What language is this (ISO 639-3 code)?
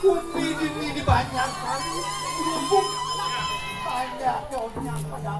ban